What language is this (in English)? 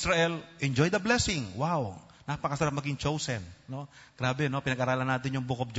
Filipino